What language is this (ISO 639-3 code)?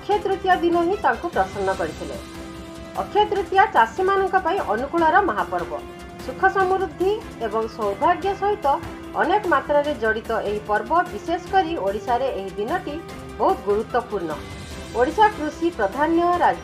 ori